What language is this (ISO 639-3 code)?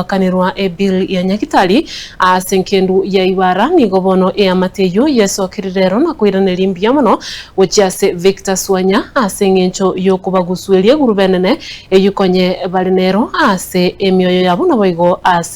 guz